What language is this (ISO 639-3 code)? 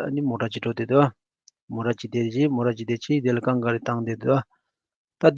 bod